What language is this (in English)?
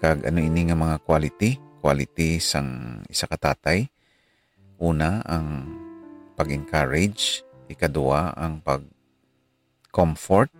Hiligaynon